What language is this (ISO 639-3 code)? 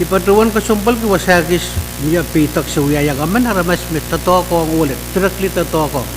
pon